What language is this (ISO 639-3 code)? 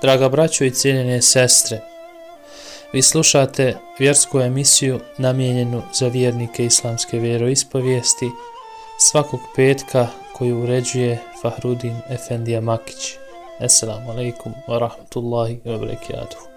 bos